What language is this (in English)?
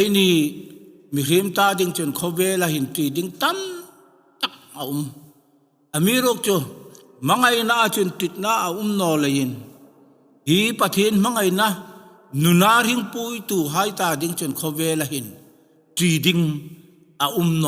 Hmar